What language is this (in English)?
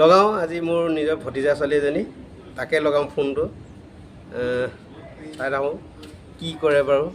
Assamese